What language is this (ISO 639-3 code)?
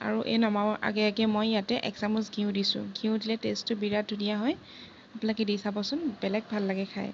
asm